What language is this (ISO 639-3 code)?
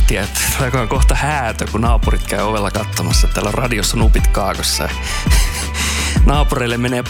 fin